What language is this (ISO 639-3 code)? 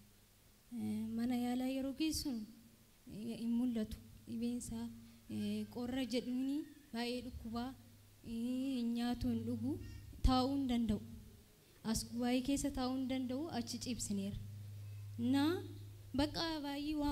orm